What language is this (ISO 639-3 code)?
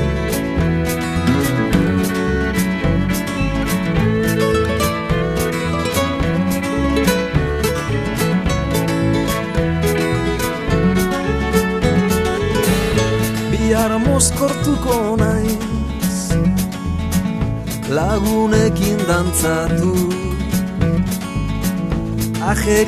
eus